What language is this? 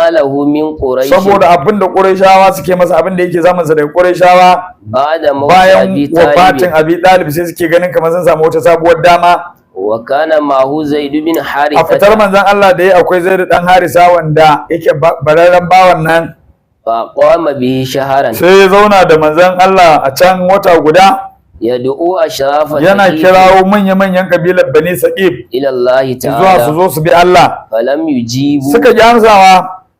Hausa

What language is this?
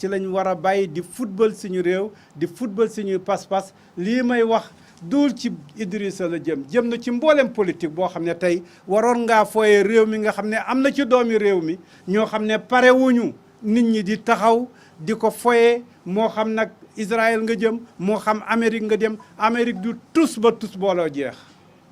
Wolof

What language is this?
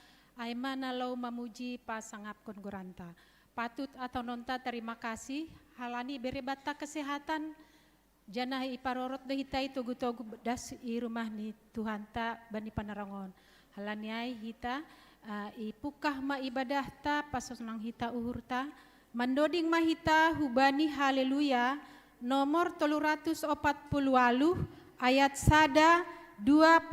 Batak Simalungun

